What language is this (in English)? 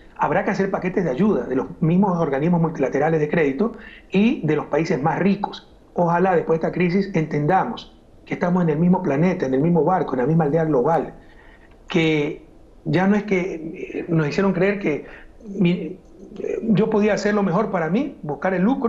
Spanish